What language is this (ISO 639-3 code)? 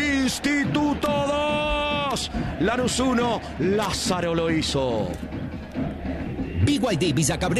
spa